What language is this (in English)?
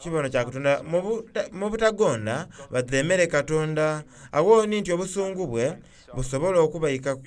Soga